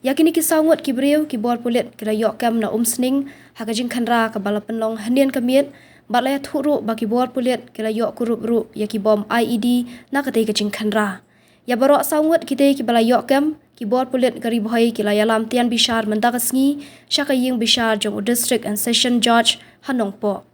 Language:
Khasi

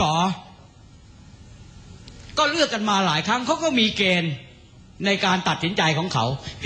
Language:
Thai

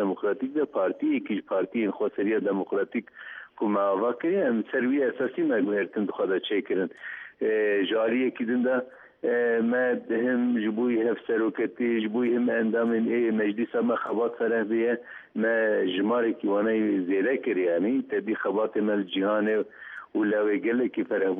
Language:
Central Kurdish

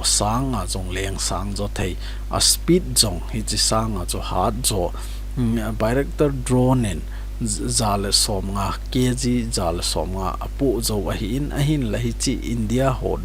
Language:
Thado Chin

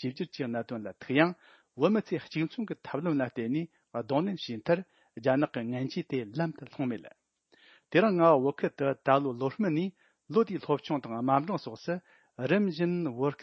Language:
Tibetan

